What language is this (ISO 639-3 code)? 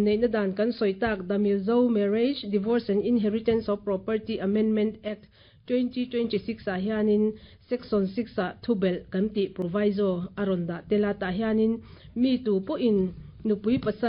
lus